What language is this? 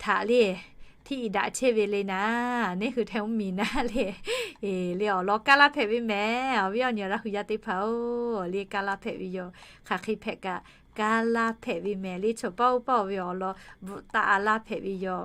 Lahu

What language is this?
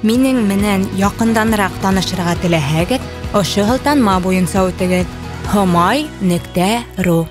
Bashkir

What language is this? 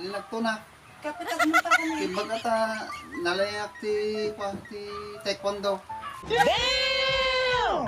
Iloko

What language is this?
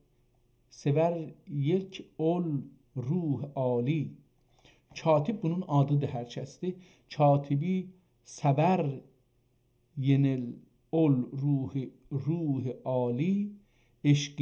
South Azerbaijani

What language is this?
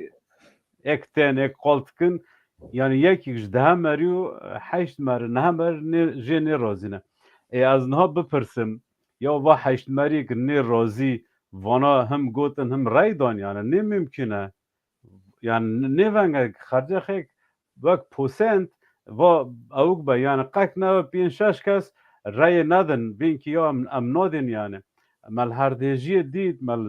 Kurdish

